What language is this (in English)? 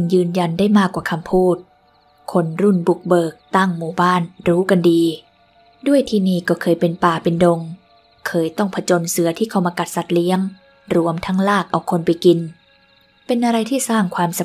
Thai